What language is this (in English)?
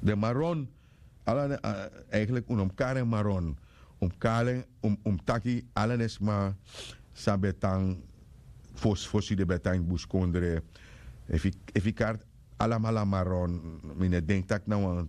Sranan Tongo